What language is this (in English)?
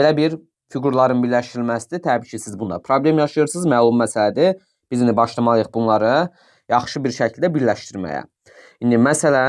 Azerbaijani